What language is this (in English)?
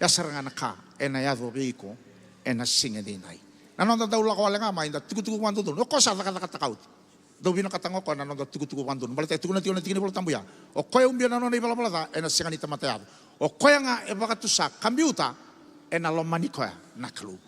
Fijian